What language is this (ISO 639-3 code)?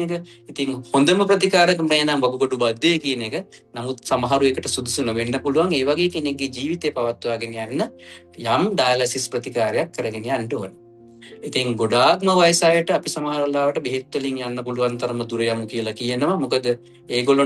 sin